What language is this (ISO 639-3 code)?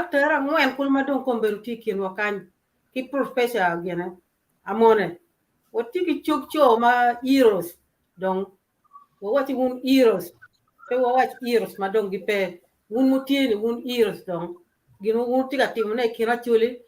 ach